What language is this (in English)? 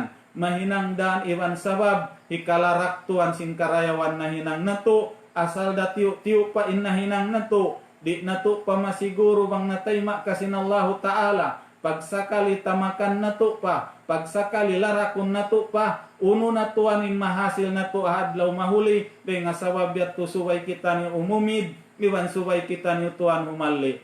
Tausug